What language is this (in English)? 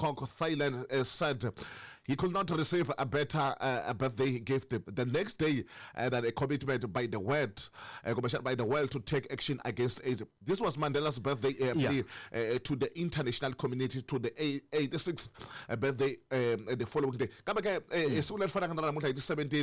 Tsonga